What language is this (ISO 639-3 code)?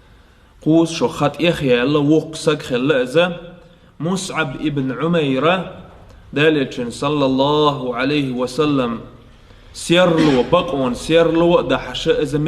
che